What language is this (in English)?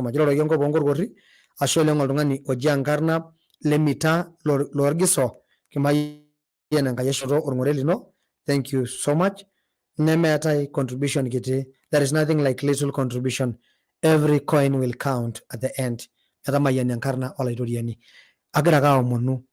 Masai